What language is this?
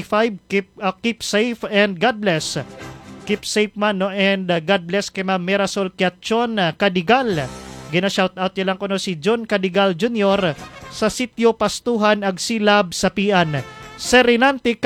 Hiligaynon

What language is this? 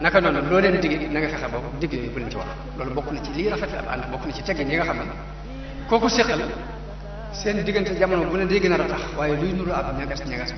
Wolof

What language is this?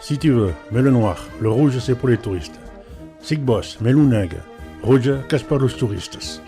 Occitan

